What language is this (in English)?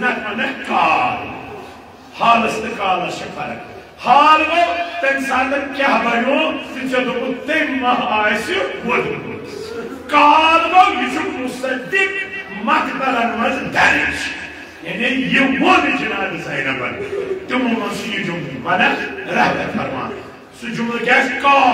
Kashmiri